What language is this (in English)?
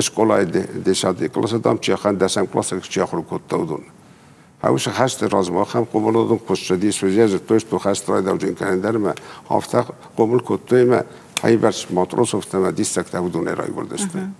Ossetic